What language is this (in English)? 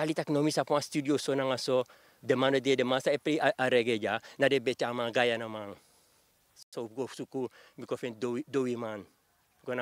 Sranan Tongo